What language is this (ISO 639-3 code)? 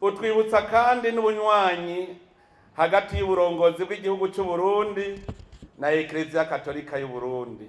run